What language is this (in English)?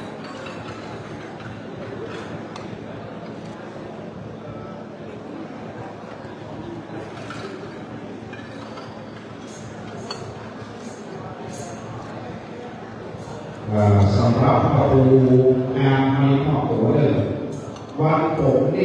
Thai